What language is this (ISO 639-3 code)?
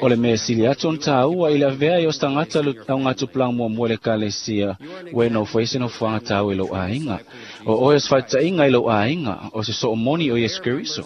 smo